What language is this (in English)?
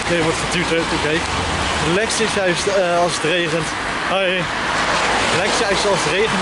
Dutch